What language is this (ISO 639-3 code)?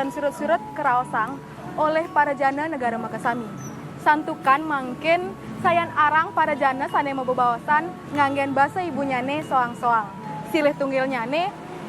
ban